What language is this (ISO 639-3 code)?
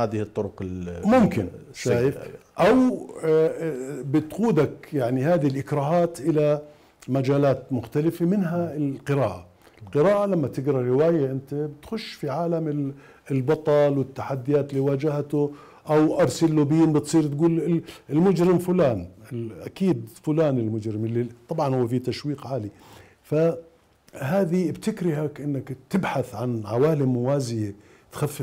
acm